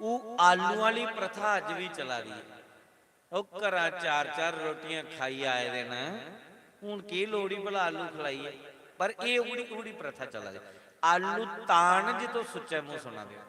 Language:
Dogri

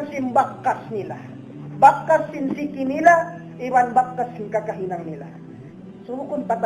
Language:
Tausug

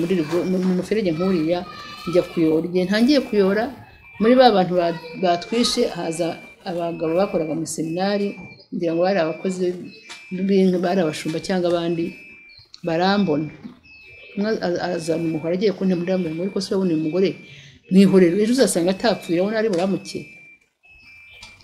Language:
Kinyarwanda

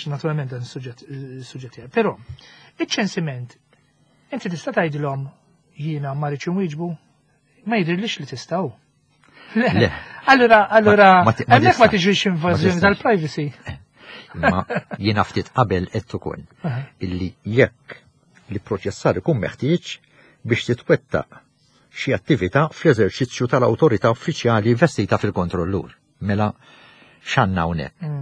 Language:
Maltese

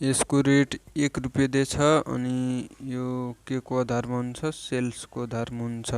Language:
Nepali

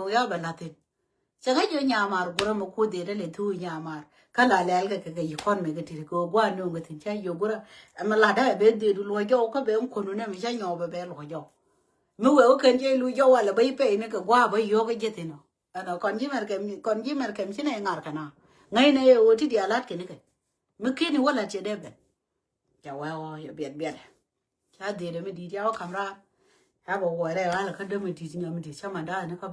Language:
Nuer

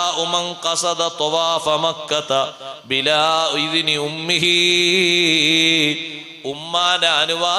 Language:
Malayalam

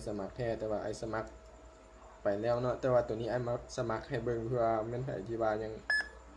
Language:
Lao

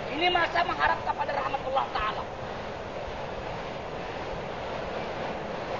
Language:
Indonesian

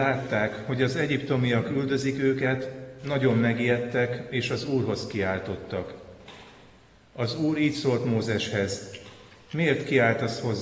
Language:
Hungarian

